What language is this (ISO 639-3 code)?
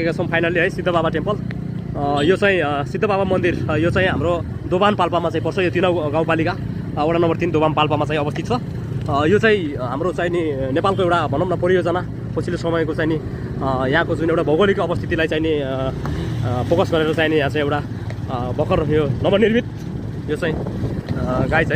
nep